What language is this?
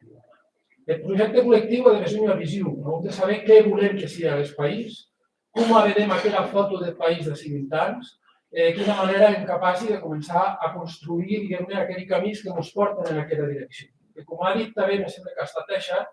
Occitan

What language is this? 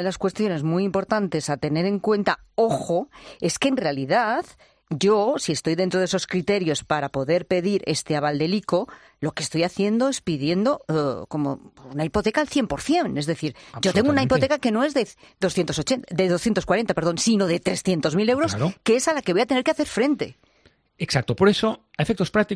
Spanish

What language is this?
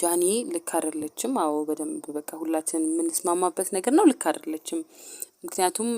Amharic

